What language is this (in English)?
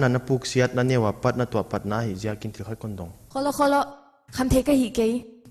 Paite Chin